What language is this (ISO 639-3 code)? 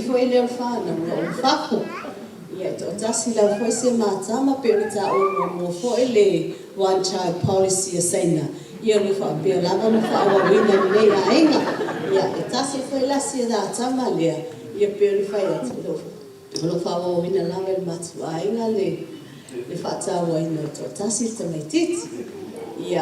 smo